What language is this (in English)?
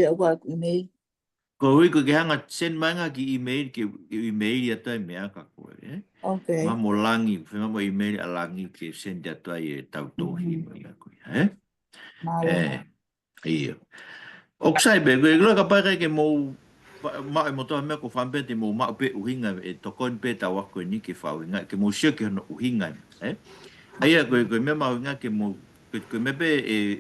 Tongan